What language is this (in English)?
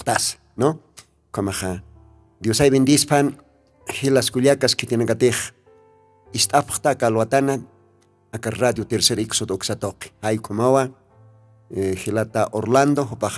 Aymara